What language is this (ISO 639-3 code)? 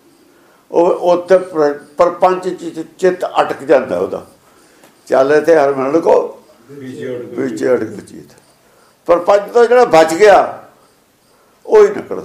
pan